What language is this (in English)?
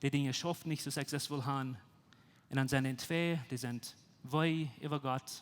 Plautdietsch